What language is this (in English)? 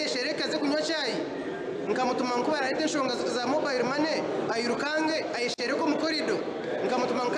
Nyankole